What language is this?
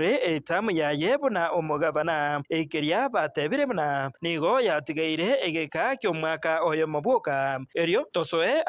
Gusii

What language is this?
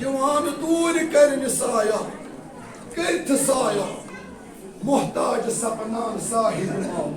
Kashmiri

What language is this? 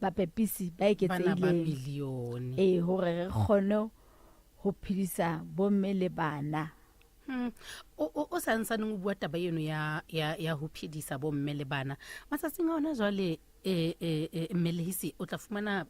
Southern Sotho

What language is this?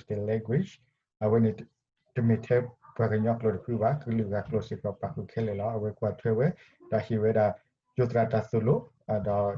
S'gaw Karen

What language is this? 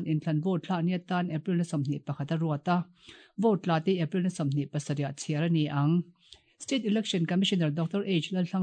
Mizo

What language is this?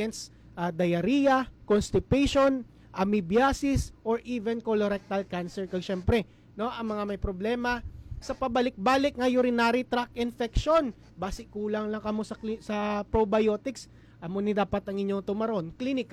Hiligaynon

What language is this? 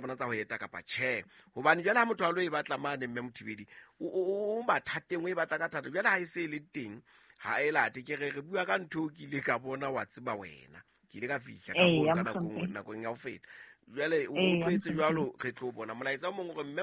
Southern Sotho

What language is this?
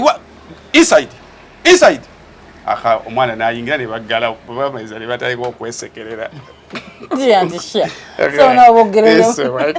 Ganda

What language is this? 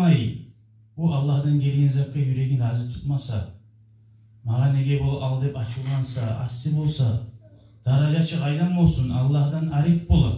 Kumyk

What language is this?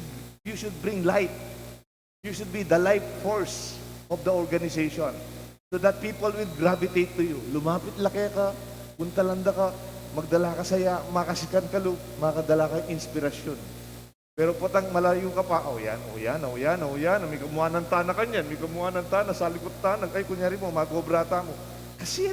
Pampanga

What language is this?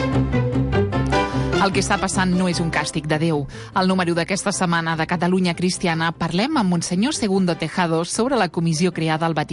Catalan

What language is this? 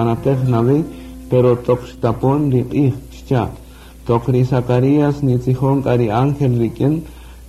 Kaqchikel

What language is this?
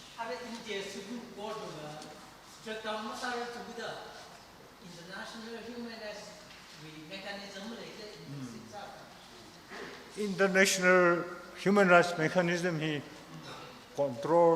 Tangkhul Naga (India)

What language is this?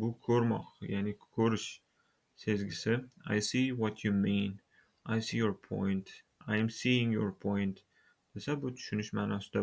Uzbek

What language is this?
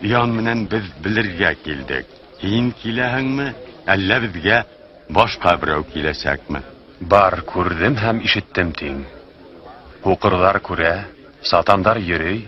Bashkir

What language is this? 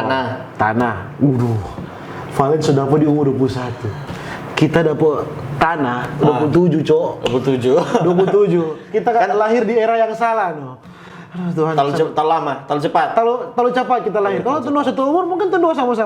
Manado Malay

